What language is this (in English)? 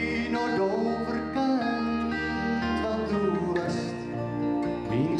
Gronings